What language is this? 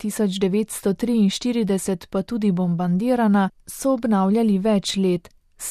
Slovenian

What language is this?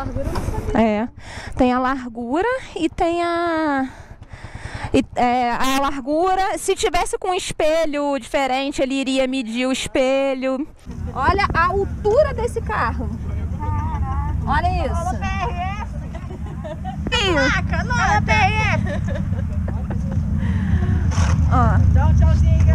Portuguese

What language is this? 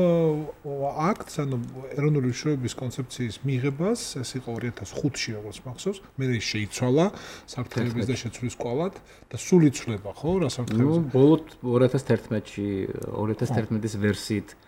Georgian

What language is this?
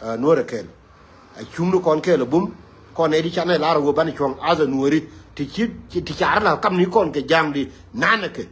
Nuer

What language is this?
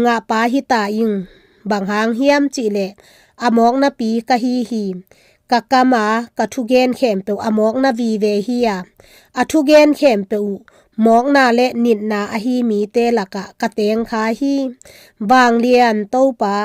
Tedim Chin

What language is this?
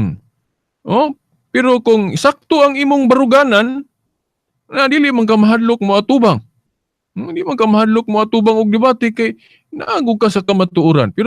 Cebuano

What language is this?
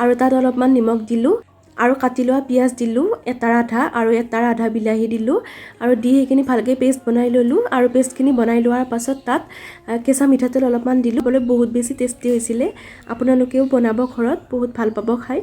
Assamese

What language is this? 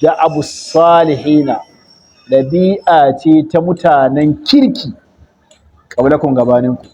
Hausa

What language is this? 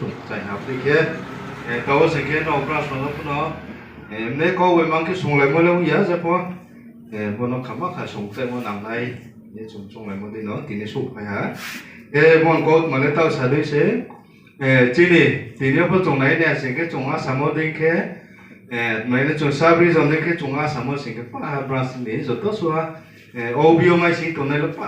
Riang (India)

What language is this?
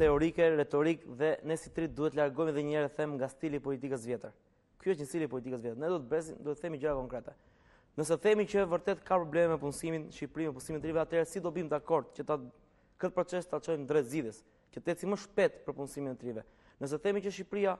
Albanian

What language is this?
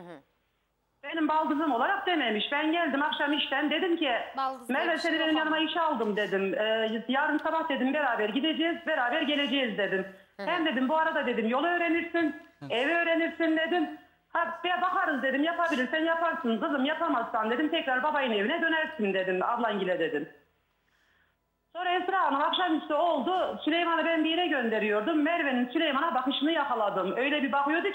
Turkish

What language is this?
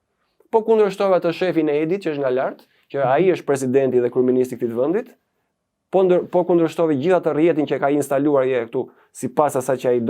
Albanian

